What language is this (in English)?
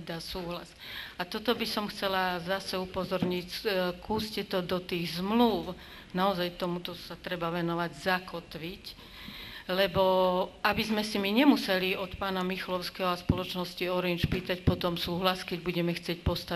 Slovak